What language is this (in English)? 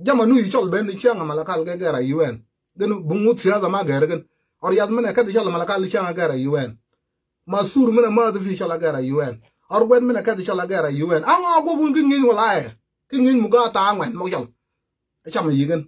Nuer